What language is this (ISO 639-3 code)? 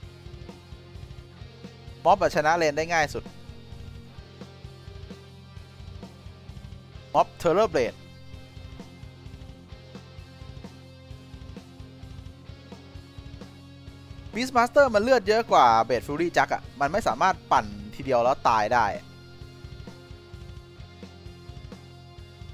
tha